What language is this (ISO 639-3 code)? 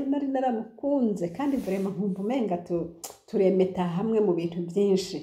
run